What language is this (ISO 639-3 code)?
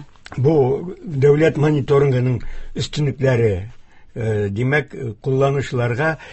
tat